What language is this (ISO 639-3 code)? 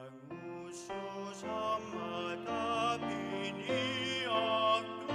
kal